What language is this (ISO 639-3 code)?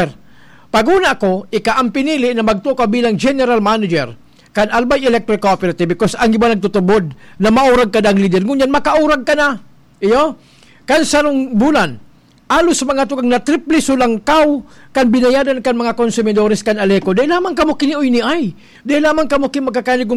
bik